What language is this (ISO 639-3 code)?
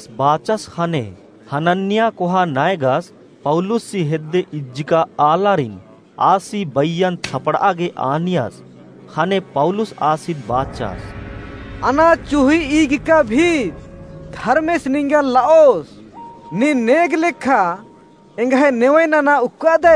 kru